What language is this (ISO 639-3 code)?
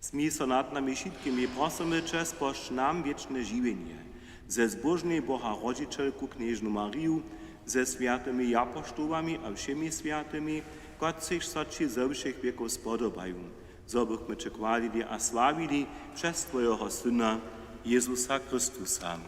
hsb